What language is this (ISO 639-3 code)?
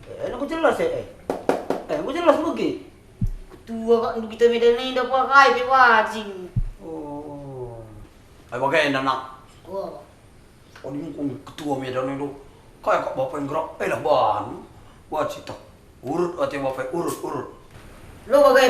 btx